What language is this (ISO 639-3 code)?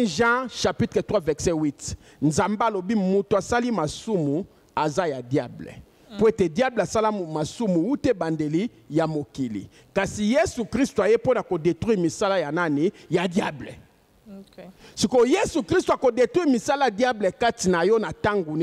lin